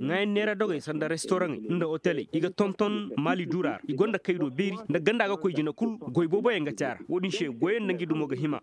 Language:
Koyraboro Senni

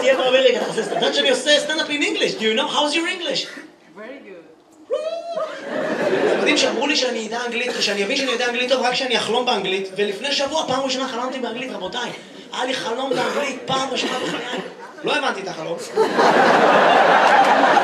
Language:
Hebrew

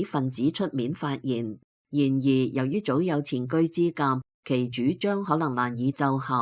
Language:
Cantonese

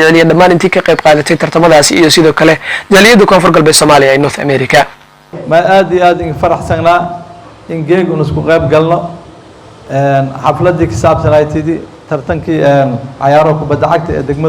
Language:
Somali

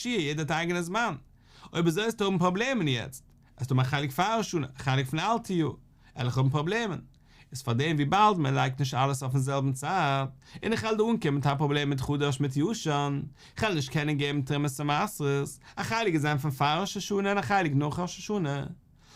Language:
Yiddish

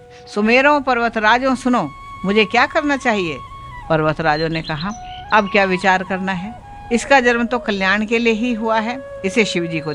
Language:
Hindi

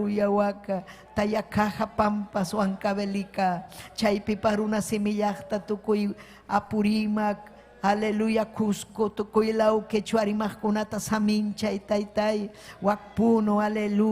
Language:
Ayacucho Quechua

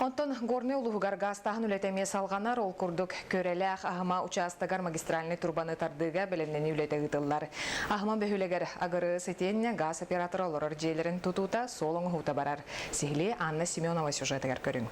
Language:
Yakut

